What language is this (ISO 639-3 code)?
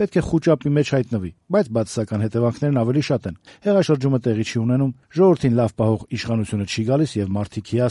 hye